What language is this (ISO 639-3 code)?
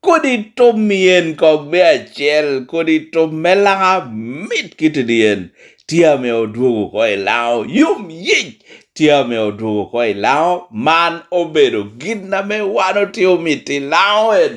laj